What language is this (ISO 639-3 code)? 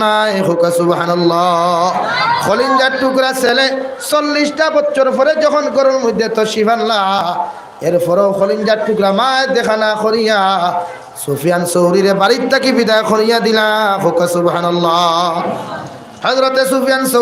syl